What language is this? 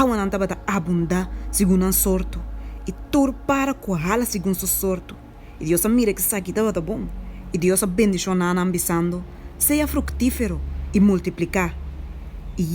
Papiamento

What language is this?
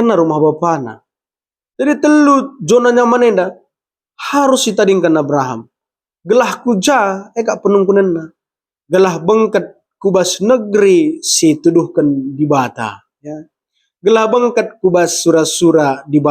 Batak Karo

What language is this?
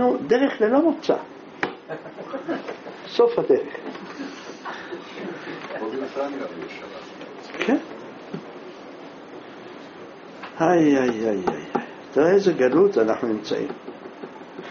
Hebrew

